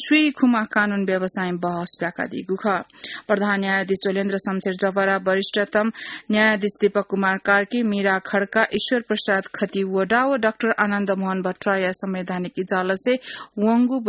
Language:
Newari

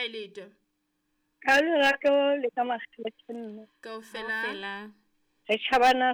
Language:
Southern Sotho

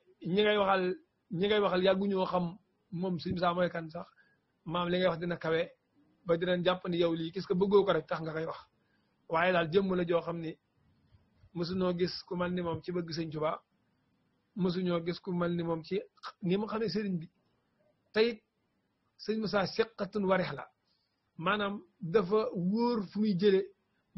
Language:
Wolof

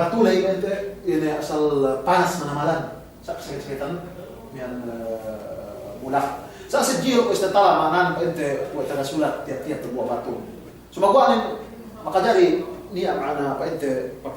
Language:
Yakan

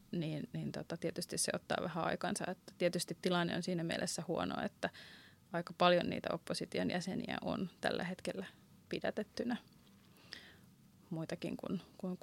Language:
Finnish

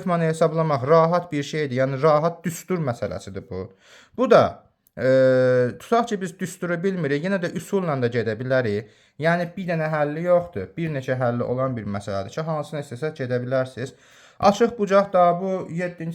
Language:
Azerbaijani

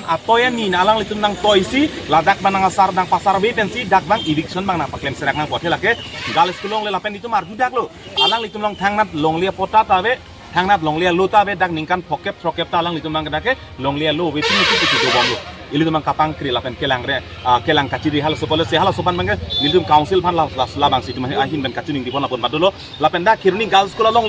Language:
Karbi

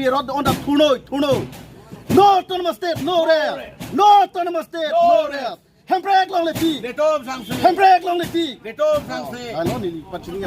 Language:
Karbi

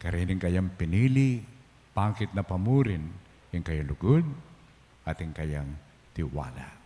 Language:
Pampanga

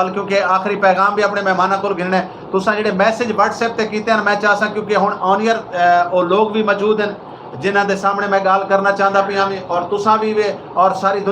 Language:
Saraiki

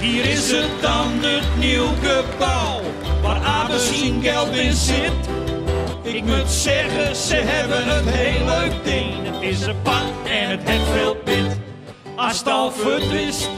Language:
Western Frisian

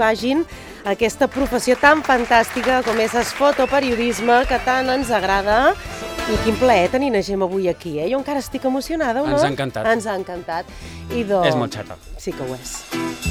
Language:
Catalan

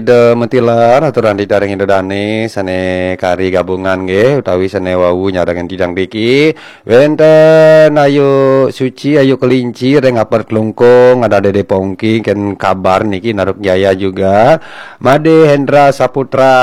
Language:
Balinese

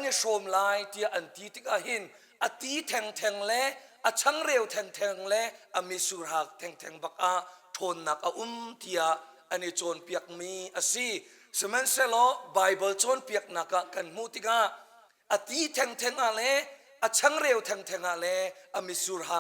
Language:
Hakha Chin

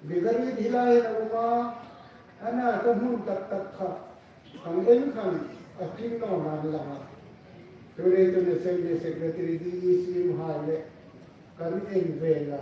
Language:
Hmar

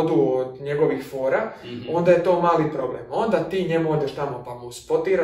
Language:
Croatian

